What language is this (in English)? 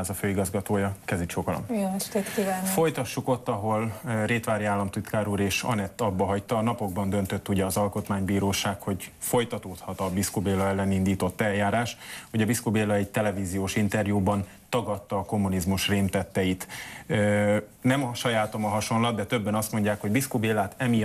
Hungarian